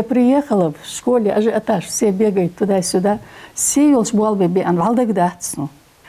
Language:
Ingush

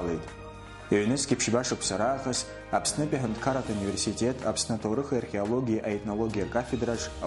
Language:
Abkhazian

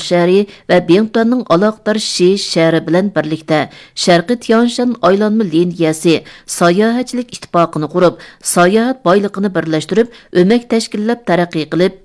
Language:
Uyghur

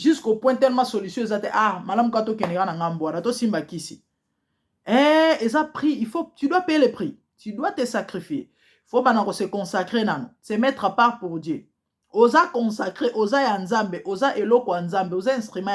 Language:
Lingala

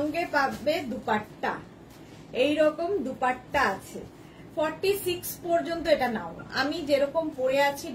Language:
Bangla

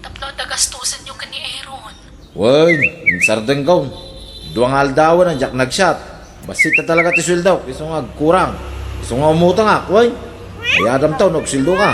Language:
Iloko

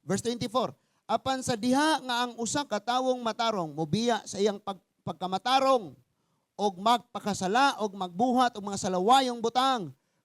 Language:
Cebuano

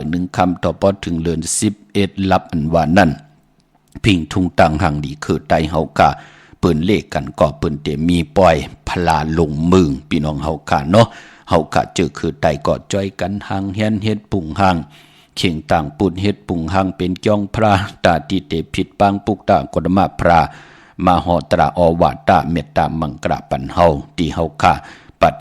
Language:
Shan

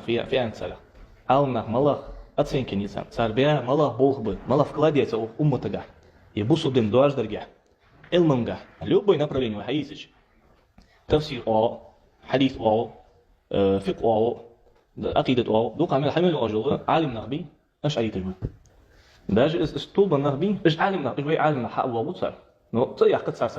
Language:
Ingush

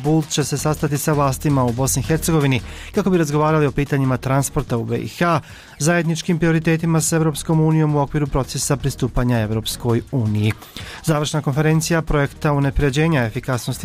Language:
Bosnian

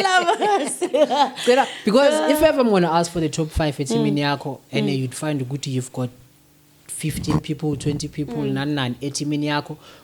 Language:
Zulu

